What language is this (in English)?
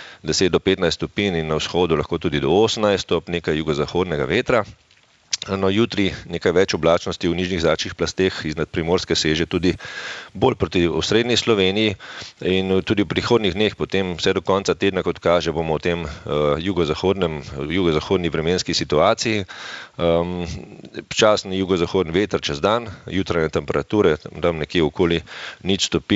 Slovenian